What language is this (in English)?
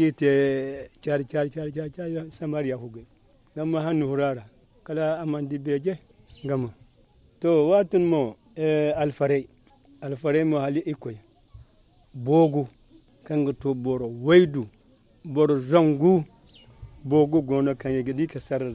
Zarma